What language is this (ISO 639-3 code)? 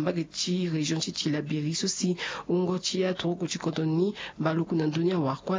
sag